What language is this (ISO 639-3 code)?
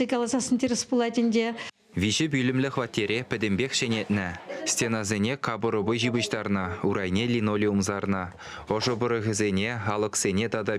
chv